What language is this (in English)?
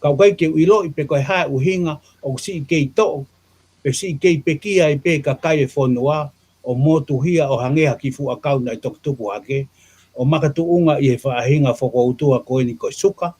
Tongan